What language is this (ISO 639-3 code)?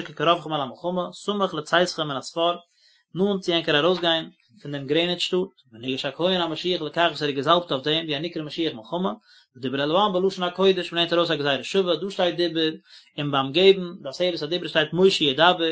yid